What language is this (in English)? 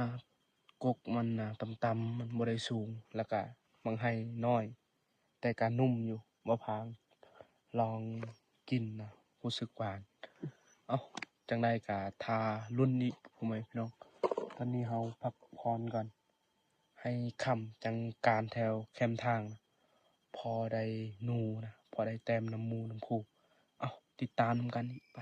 Lao